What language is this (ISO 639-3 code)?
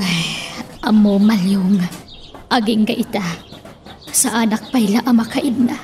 ilo